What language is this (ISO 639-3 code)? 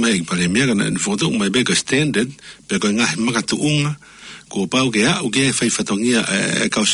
ton